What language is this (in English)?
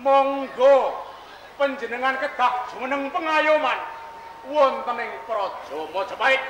Javanese